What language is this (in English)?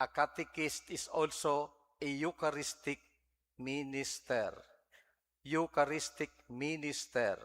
Bikol